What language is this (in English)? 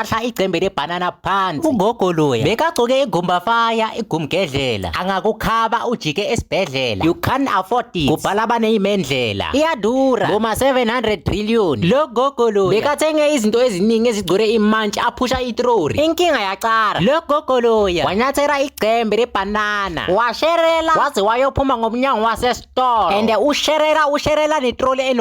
Zulu